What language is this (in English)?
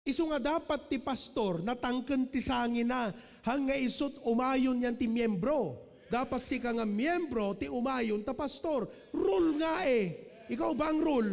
Iloko